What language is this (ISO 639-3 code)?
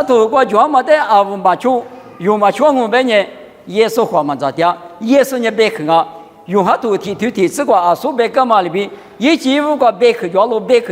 lis